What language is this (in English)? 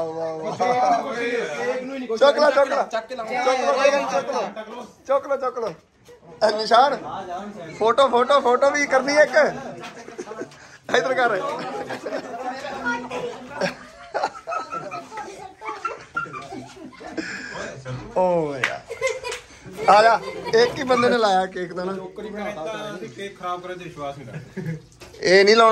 Punjabi